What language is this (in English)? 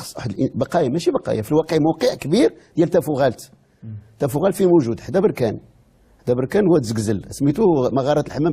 Moroccan Arabic